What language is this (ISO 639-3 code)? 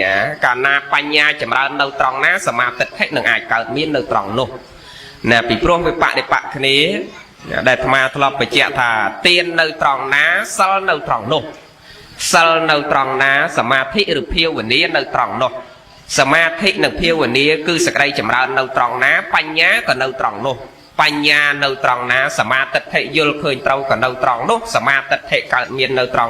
khm